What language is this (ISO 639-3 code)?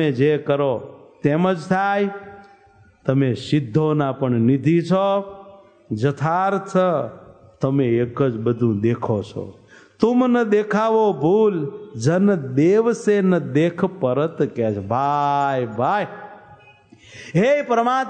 guj